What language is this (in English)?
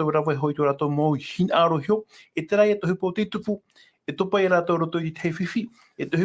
Tahitian